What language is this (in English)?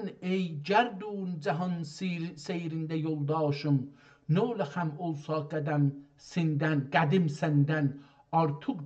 South Azerbaijani